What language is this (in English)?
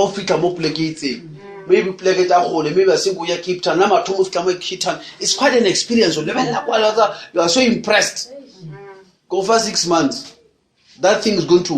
Northern Sotho